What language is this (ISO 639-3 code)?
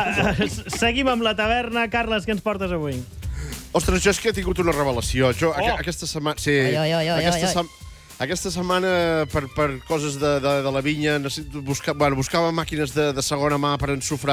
cat